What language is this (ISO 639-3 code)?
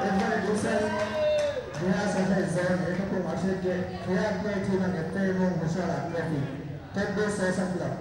div